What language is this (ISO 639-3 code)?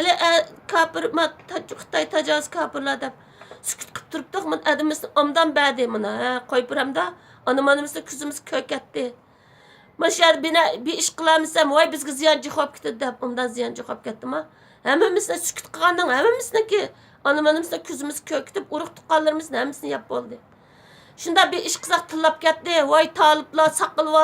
uig